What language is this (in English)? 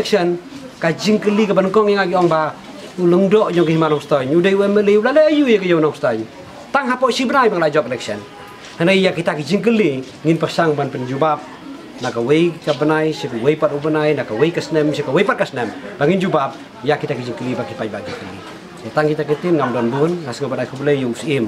Khasi